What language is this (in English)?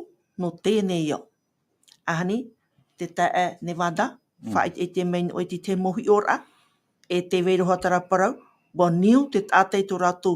Tahitian